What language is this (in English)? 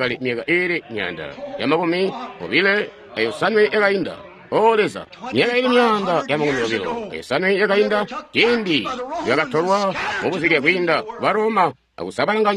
Tonga (Zambia)